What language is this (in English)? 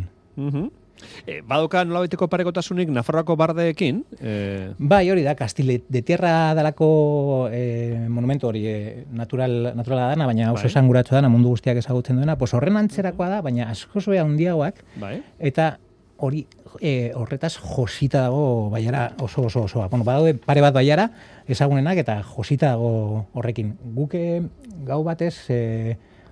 Basque